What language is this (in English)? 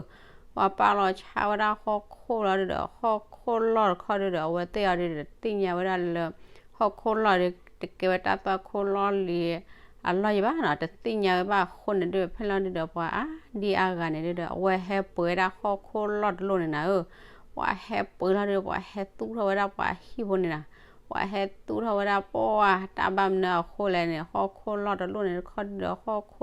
S'gaw Karen